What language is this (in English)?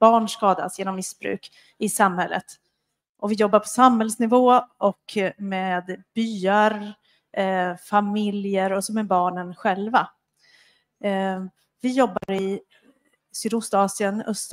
Swedish